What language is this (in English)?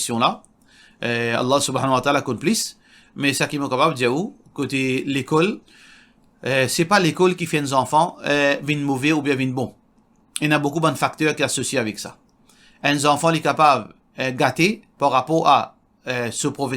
Morisyen